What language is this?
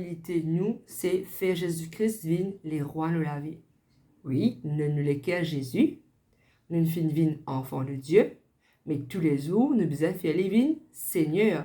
Morisyen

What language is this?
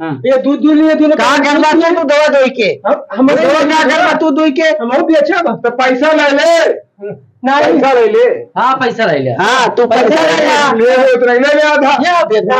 Awadhi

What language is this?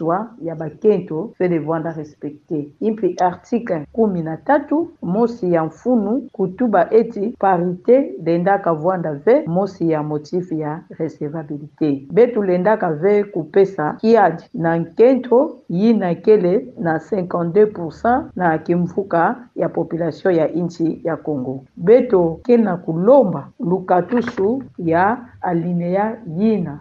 Kituba (Democratic Republic of Congo)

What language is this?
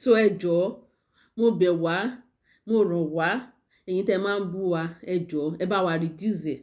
Yoruba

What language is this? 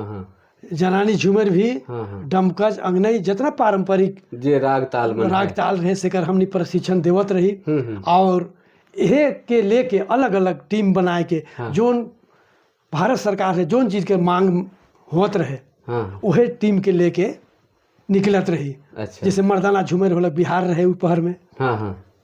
Sadri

